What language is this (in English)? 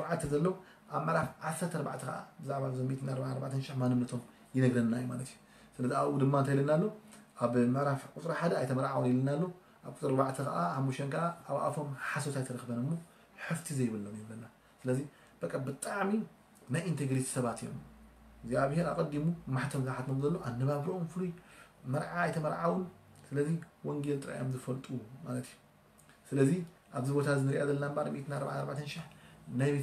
Tigrinya